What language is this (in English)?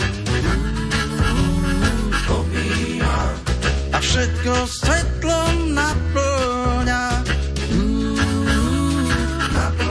Slovak